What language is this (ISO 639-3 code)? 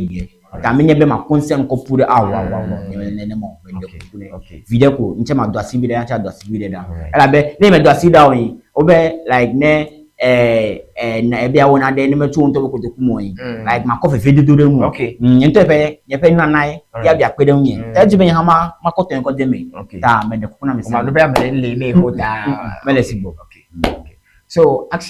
ewe